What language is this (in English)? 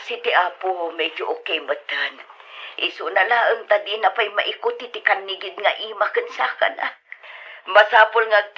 Iloko